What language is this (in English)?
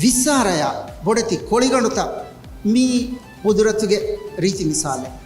Divehi